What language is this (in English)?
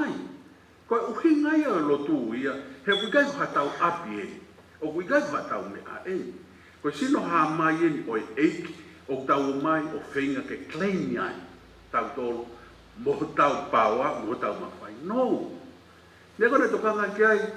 Tongan